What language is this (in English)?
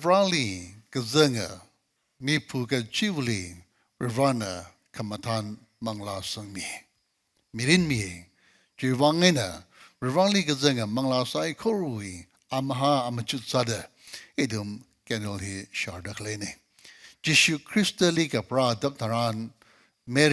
Tangkhul Naga (India)